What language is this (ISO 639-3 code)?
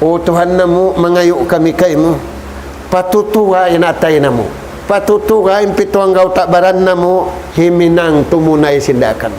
tsg